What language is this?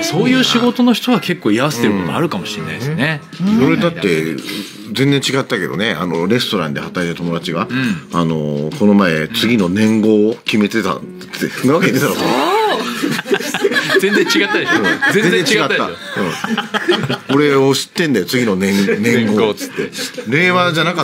Japanese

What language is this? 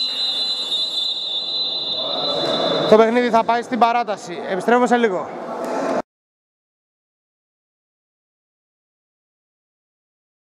Greek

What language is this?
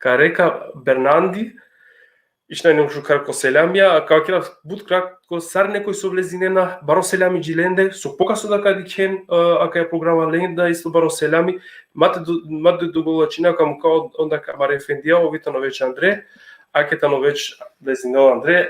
Balkan Romani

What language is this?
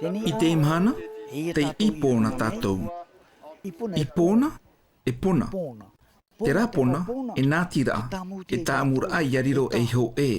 Tahitian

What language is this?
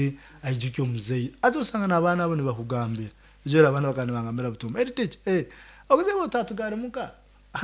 Nyoro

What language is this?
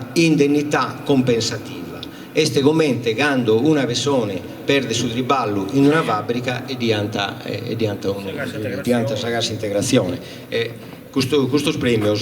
Sardinian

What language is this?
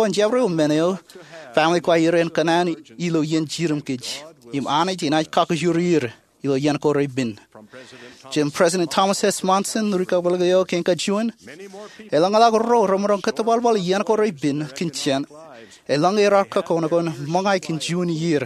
Marshallese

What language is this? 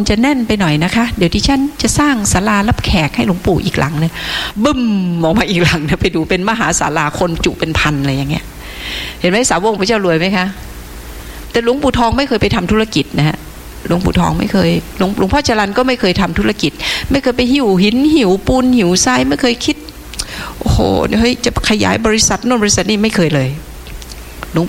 Thai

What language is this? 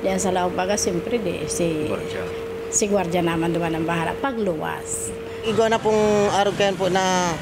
Bikol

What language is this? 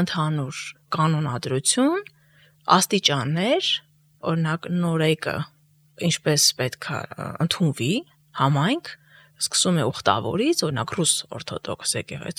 Armenian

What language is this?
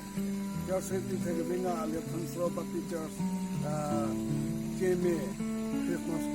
Southern Rengma Naga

